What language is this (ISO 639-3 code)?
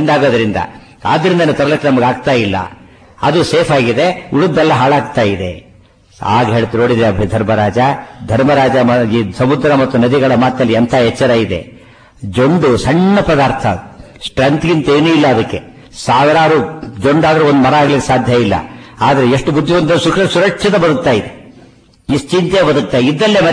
kan